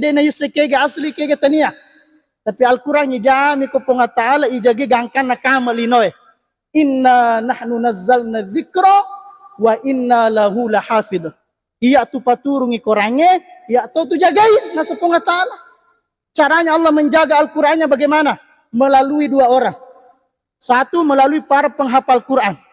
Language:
Buginese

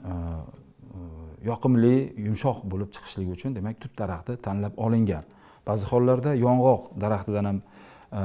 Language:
Uzbek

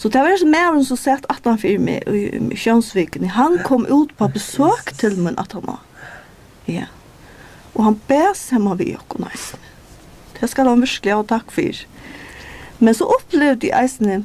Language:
Faroese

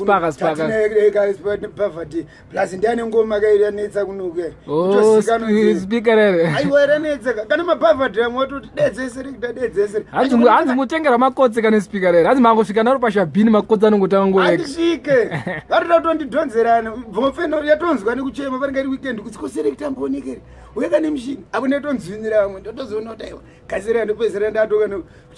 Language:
Shona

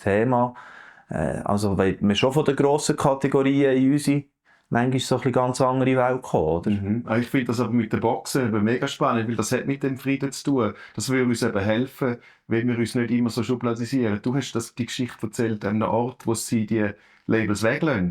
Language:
Swiss German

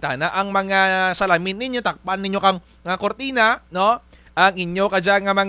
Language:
Kinaray-a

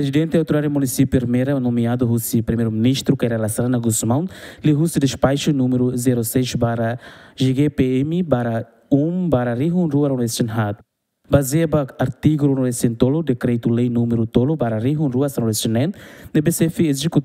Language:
Tetum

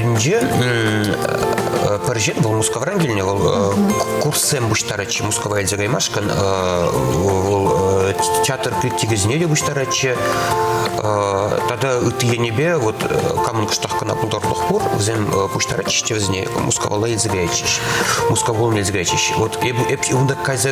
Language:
Chuvash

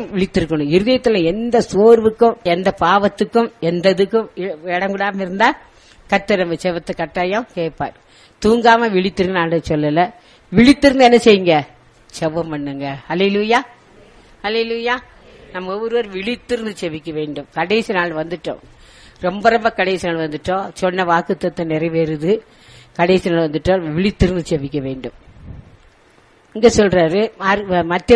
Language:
Tamil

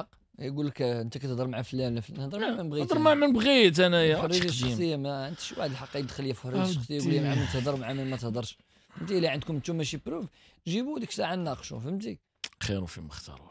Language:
Moroccan Arabic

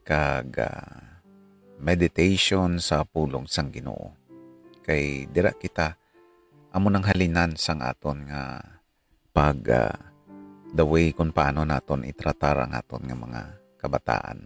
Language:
Hiligaynon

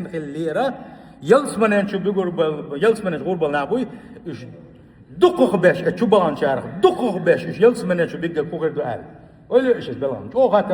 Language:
Chechen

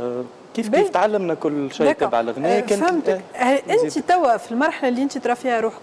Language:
Tunisian Arabic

